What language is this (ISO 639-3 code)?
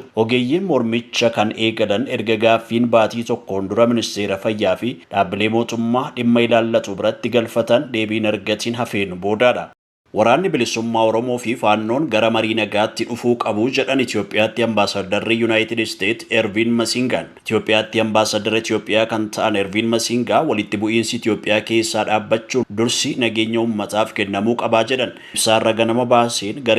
orm